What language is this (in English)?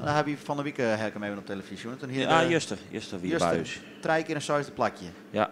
Western Frisian